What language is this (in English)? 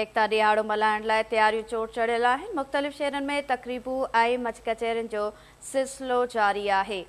Sindhi